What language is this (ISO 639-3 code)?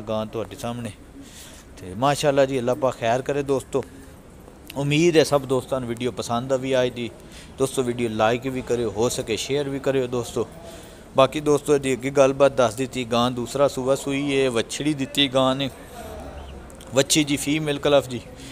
pan